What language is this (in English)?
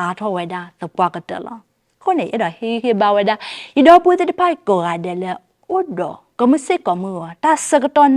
S'gaw Karen